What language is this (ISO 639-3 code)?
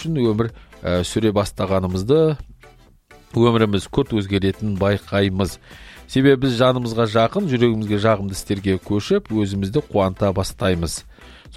kaz